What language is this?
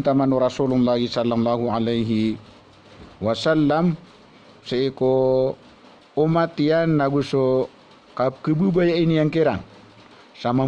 Maranao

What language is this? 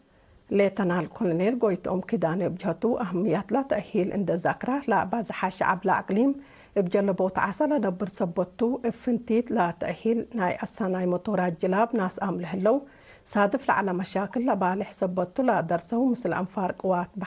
Tigre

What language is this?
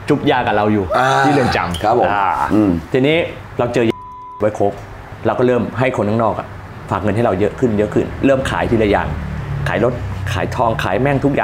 Thai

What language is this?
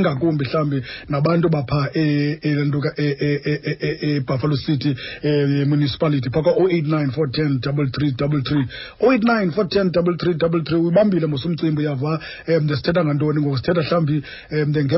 Xhosa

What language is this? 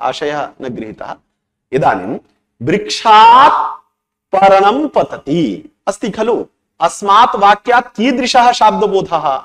Sanskrit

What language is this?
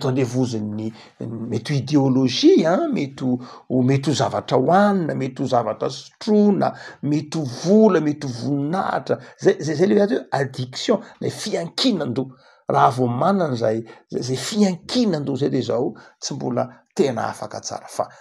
Malagasy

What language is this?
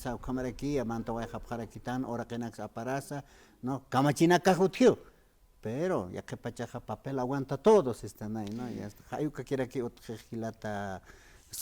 Aymara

